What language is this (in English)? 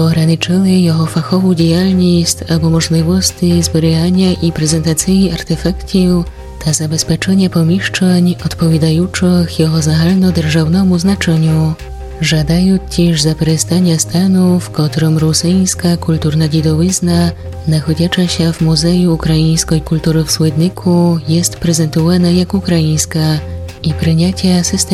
Rusyn